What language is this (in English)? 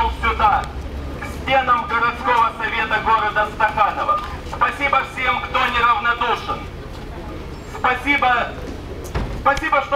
Russian